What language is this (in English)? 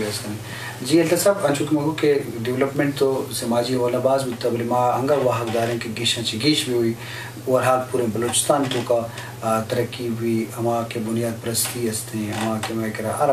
Eastern Balochi